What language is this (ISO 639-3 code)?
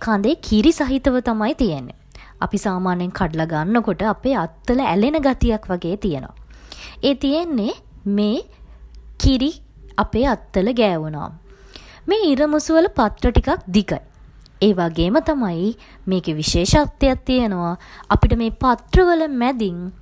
sin